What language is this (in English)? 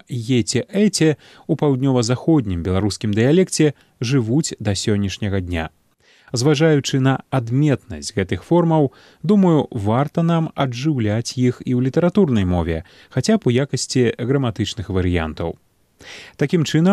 Belarusian